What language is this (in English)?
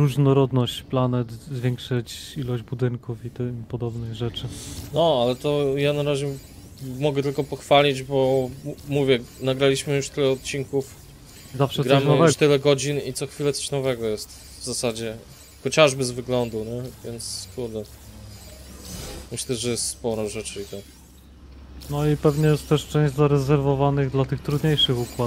Polish